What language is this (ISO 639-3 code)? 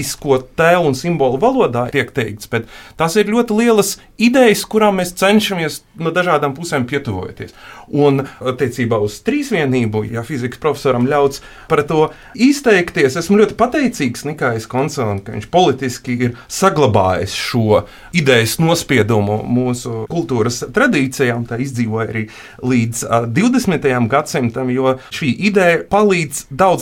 lav